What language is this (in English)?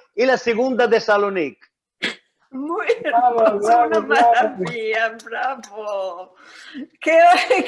Ladino